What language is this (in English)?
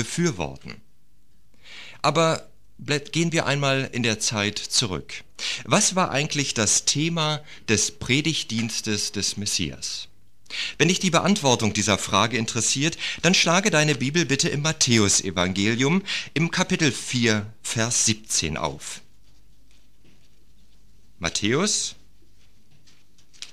German